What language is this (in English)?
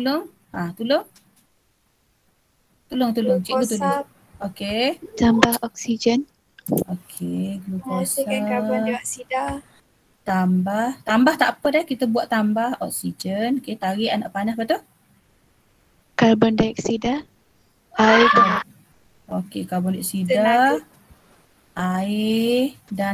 Malay